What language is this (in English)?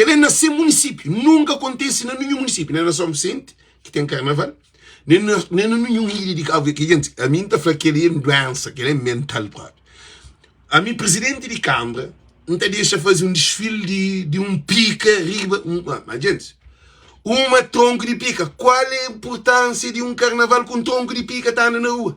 Kabuverdianu